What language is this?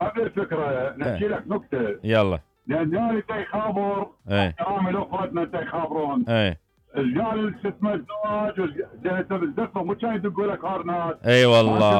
Mesopotamian Arabic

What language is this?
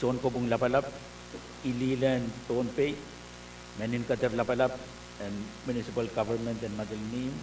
Pohnpeian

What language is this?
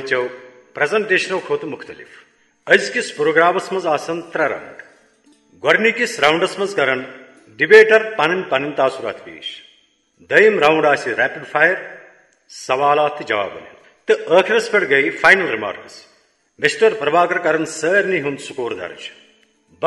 Kashmiri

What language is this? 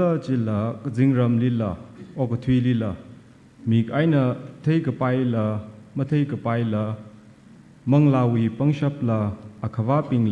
Tangkhul Naga (India)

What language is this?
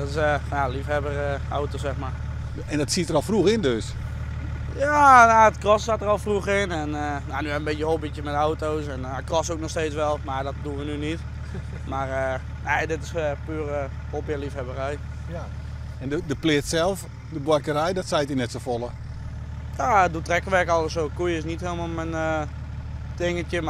Western Frisian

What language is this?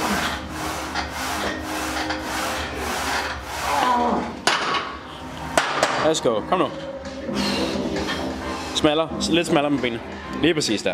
Danish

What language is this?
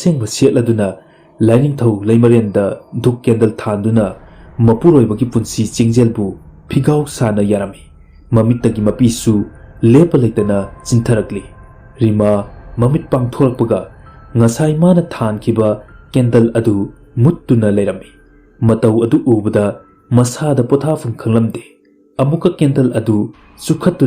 Manipuri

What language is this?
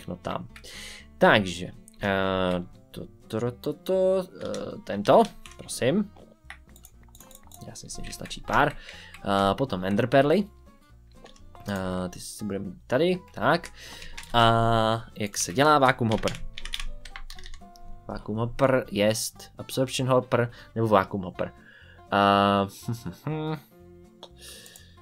Czech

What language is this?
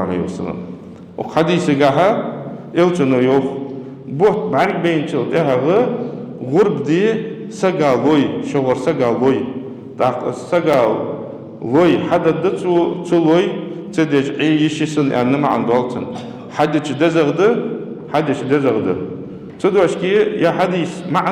Ingush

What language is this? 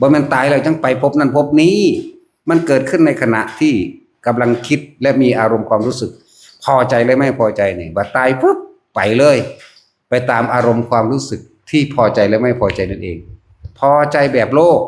Northeastern Thai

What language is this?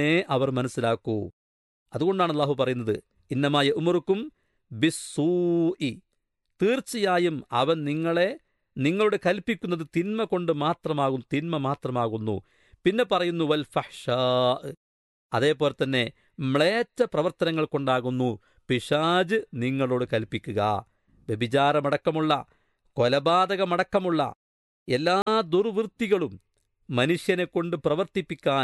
Malayalam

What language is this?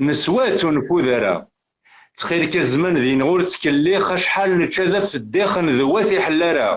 Kabyle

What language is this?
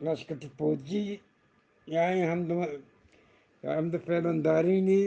Eastern Balochi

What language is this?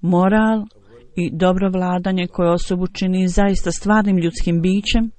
Bosnian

